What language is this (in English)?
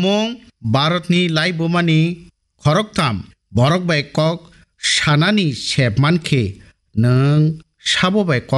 Kok Borok